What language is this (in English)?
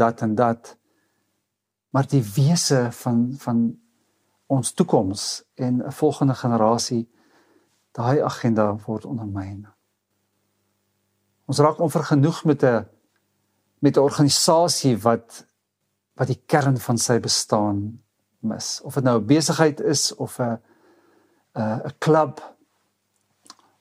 Afrikaans